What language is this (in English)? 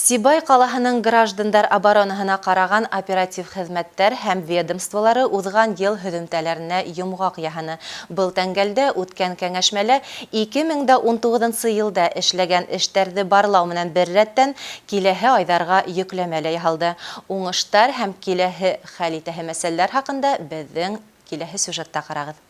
Bashkir